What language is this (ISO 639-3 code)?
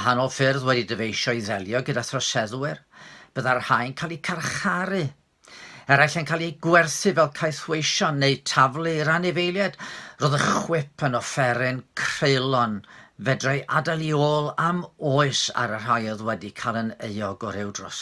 cym